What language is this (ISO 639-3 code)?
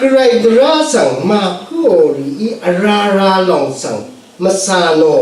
raw